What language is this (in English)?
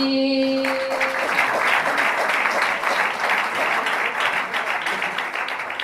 Basque